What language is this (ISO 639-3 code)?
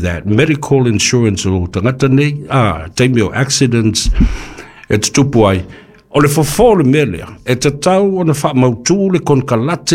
smo